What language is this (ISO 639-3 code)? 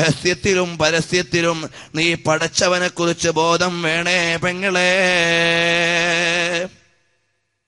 mal